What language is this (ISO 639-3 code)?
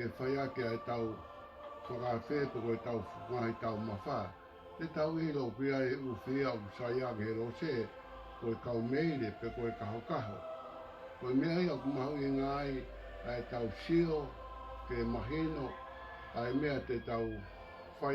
ton